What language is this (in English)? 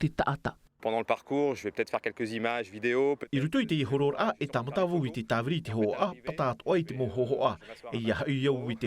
Tahitian